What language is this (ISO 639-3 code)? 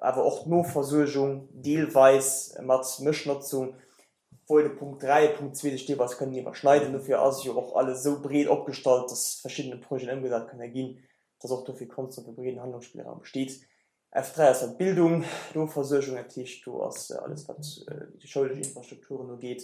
ltz